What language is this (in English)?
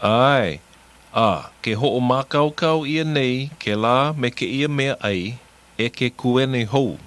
Hawaiian